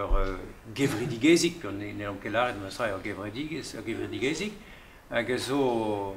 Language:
Breton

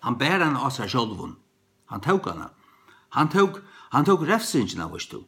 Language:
Faroese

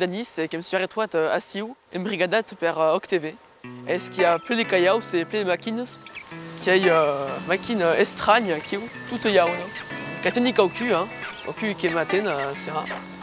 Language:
Occitan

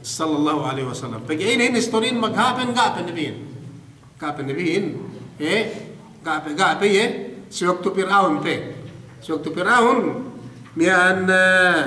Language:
Yakan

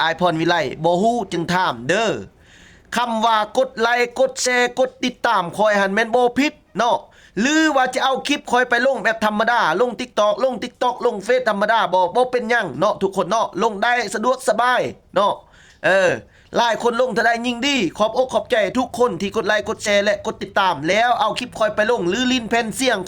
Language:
Lao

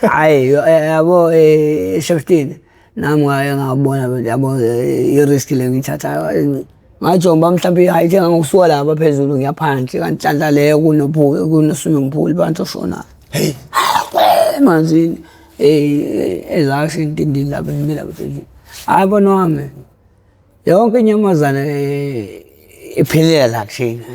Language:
Zulu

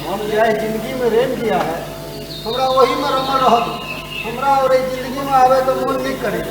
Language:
Maithili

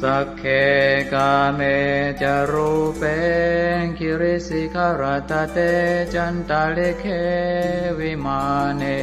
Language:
Pali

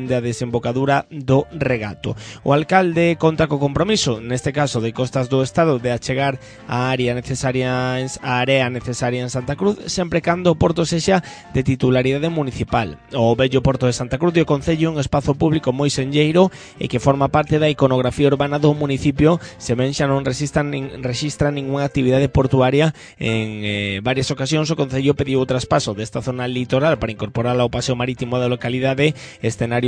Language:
Galician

